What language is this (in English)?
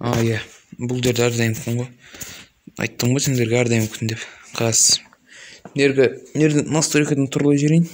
Kazakh